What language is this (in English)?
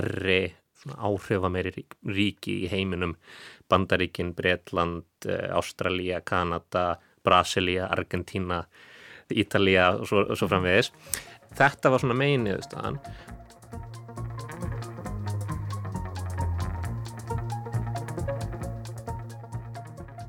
Icelandic